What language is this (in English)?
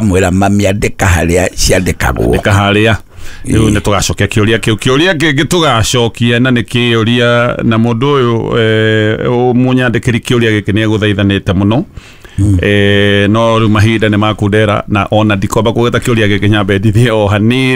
Kikuyu